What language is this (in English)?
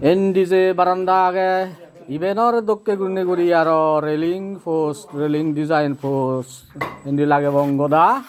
Chakma